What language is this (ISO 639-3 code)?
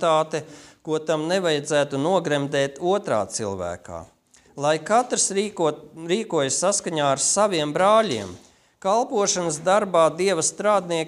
lav